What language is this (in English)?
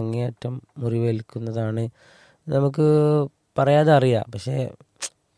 Malayalam